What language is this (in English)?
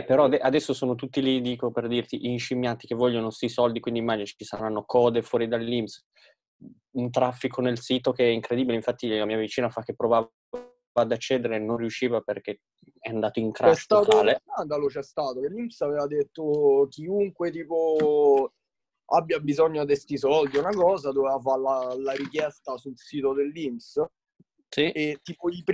Italian